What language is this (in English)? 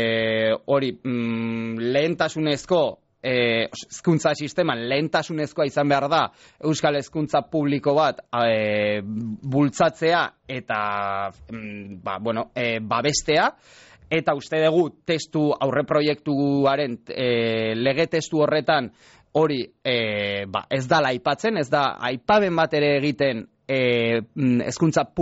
Basque